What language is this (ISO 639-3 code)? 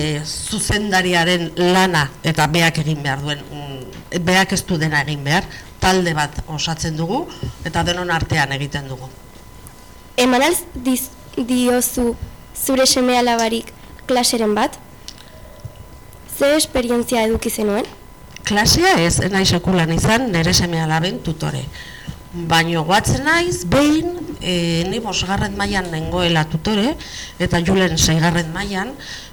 eus